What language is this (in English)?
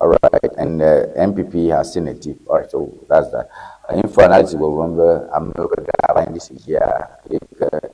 Ewe